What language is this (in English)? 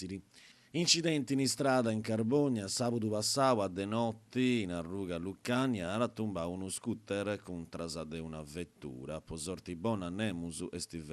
Sardinian